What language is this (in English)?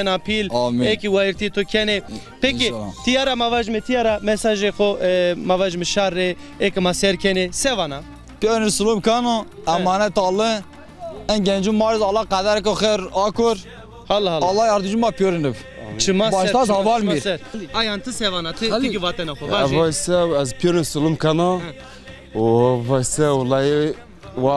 Zaza